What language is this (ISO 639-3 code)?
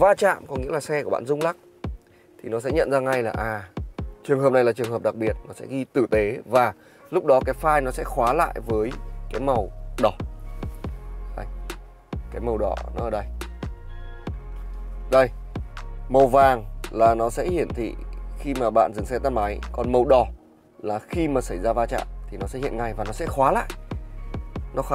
vie